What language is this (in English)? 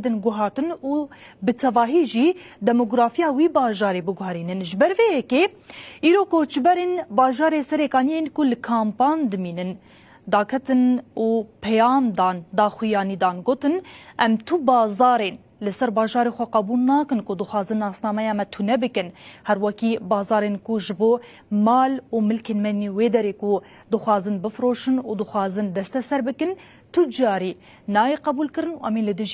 Kurdish